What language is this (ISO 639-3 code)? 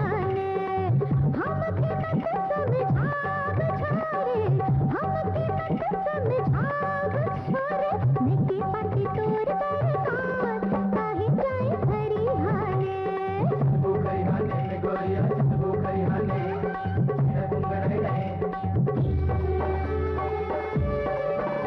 bho